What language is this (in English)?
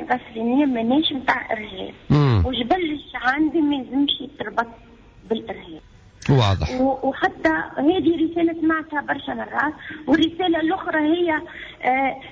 Tunisian Arabic